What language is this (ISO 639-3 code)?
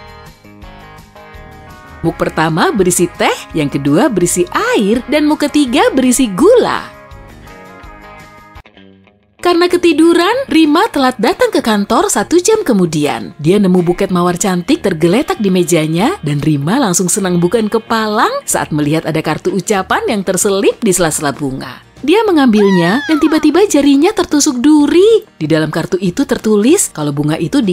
ind